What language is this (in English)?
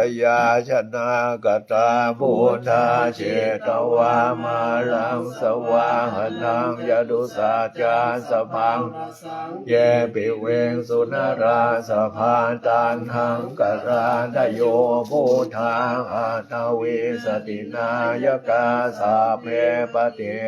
Pali